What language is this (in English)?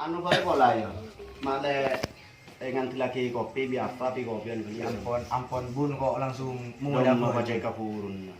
Madurese